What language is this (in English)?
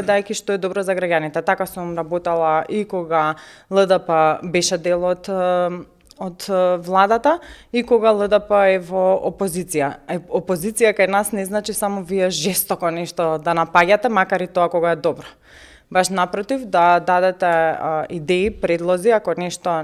Macedonian